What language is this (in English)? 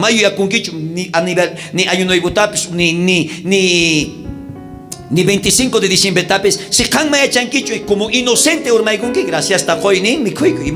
South Bolivian Quechua